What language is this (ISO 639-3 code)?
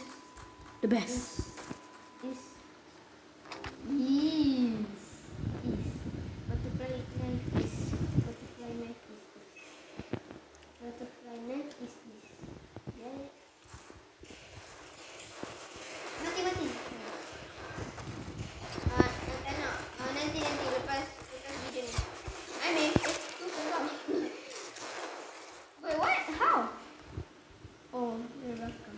msa